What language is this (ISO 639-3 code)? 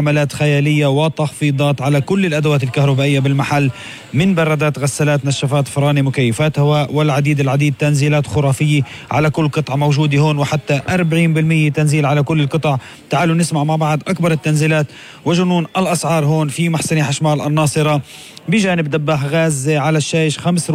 apc